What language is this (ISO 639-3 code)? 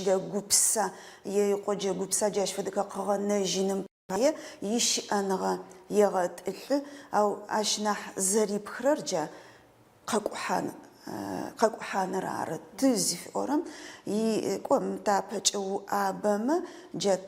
ady